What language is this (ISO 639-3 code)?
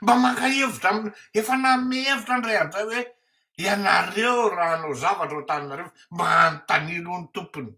mlg